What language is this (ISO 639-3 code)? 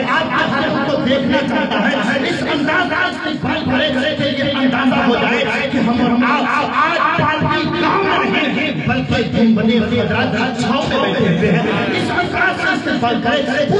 urd